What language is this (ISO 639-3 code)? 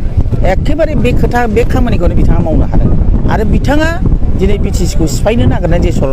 brx